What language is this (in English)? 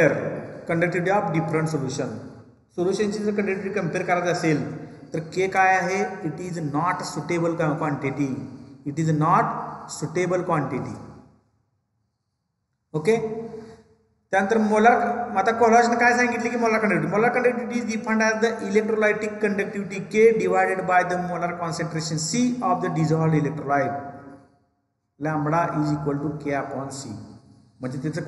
Marathi